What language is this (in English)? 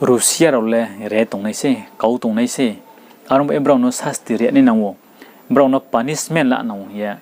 Riang (India)